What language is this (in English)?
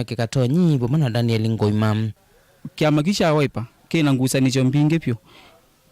Kamba